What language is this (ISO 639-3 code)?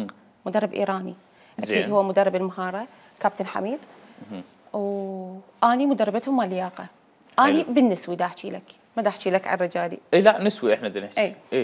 acm